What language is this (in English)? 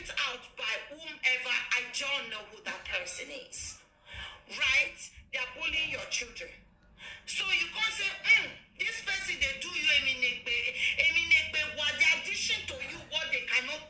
Nigerian Pidgin